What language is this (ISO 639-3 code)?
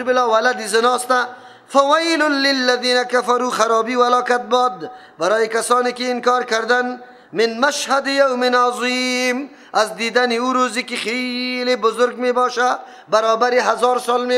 fas